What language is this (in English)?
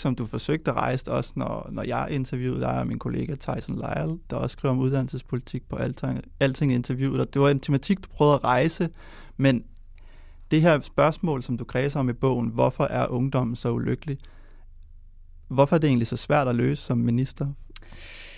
Danish